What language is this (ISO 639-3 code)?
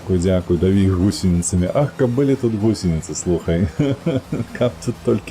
bel